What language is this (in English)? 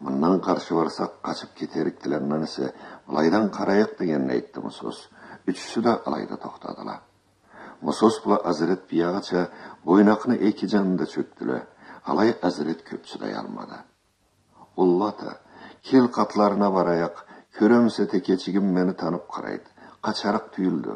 Karachay-Balkar